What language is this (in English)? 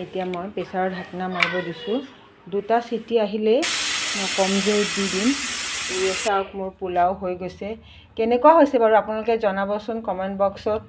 Assamese